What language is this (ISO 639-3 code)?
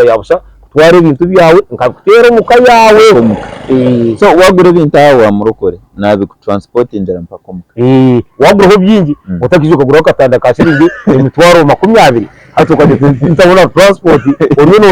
nyn